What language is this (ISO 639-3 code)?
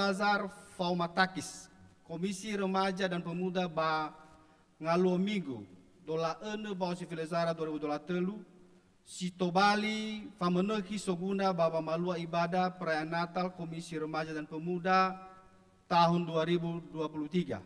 nia